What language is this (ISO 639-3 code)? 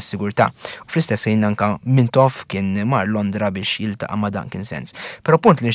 mlt